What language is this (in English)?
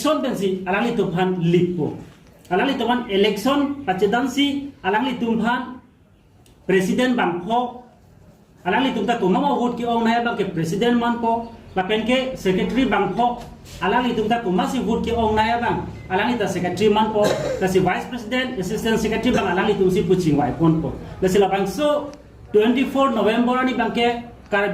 Karbi